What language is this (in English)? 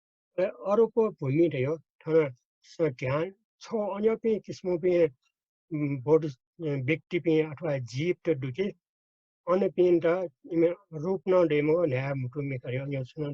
Newari